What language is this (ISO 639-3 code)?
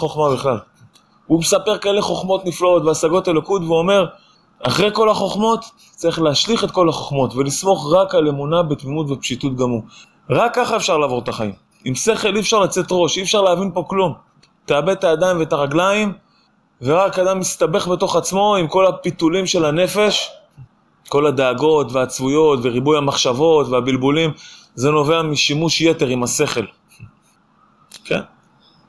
heb